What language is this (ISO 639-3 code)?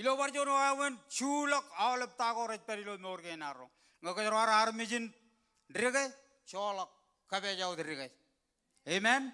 mah